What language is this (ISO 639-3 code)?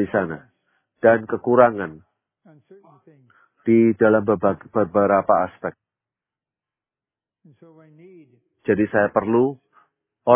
ind